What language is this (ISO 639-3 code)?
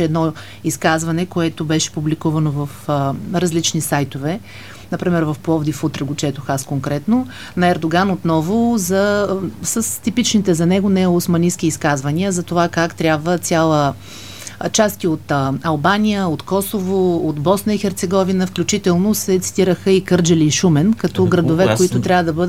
bul